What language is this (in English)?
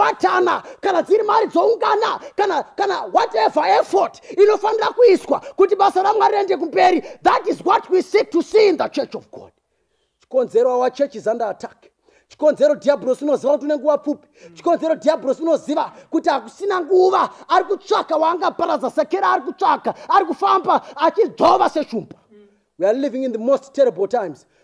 Shona